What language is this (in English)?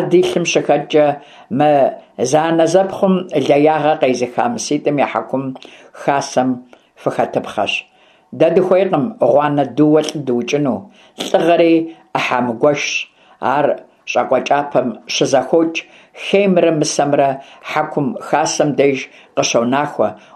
Kabardian